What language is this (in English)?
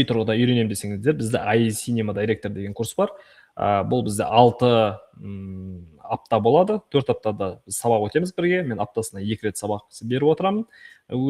Kazakh